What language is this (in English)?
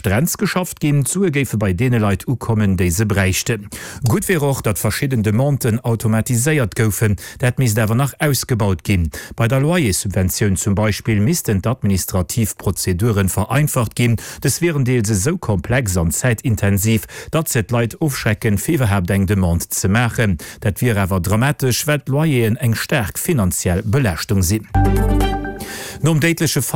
Luxembourgish